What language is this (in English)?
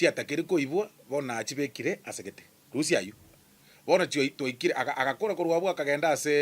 Gusii